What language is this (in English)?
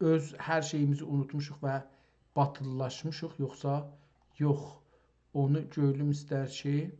South Azerbaijani